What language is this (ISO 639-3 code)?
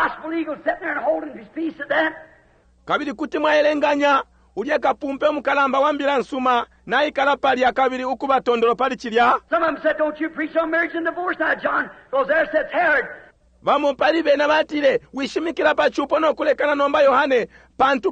bem